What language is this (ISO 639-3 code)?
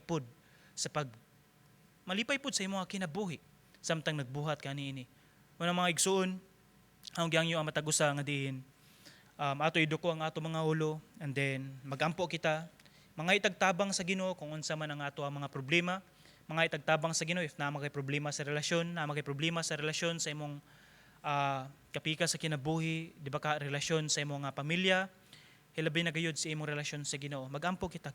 ceb